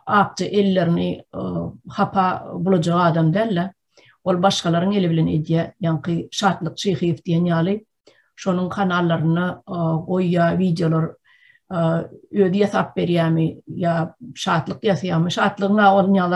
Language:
Turkmen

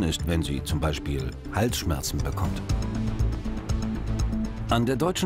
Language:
German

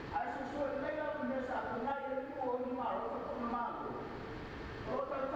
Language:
Samoan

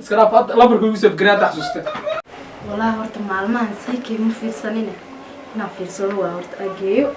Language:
Somali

